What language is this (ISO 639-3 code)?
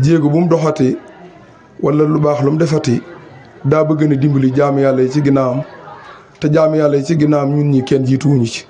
wol